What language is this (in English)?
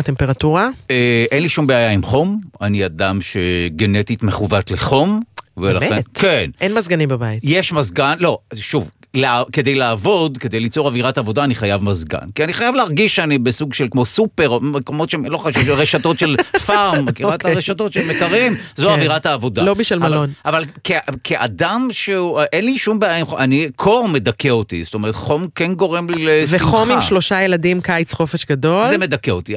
Hebrew